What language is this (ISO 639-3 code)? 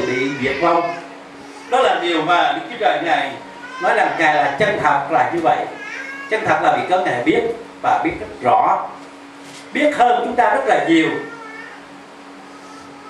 vie